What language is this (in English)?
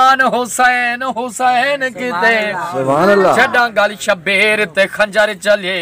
Saraiki